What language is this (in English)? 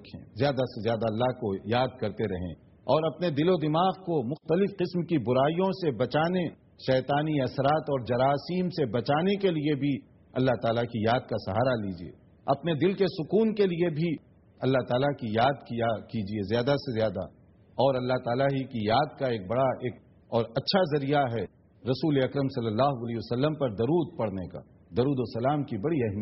Urdu